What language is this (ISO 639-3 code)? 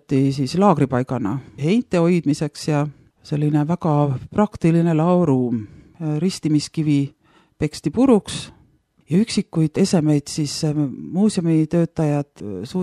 est